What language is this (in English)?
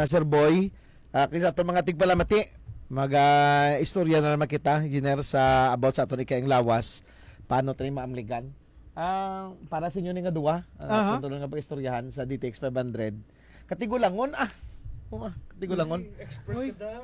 Hiligaynon